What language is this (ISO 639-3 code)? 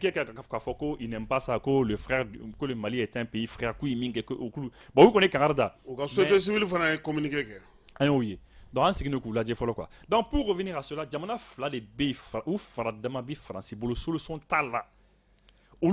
bam